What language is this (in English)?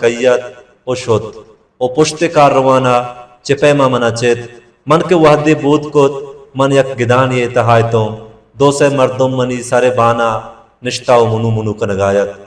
Baluchi